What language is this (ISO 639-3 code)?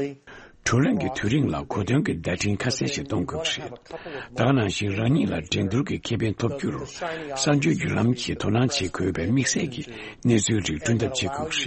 bod